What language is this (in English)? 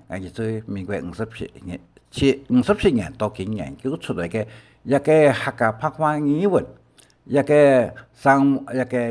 Hakka Chinese